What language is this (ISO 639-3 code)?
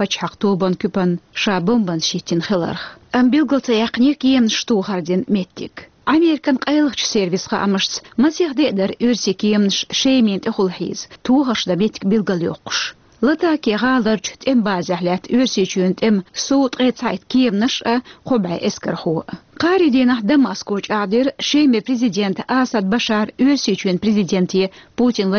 che